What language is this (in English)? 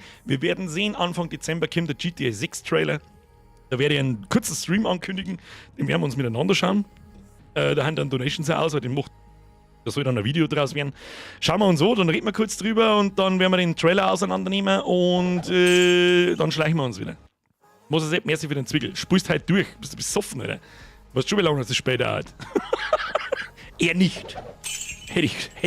Bavarian